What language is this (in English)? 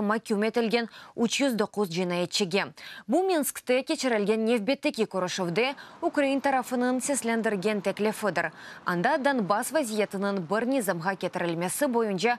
Crimean Tatar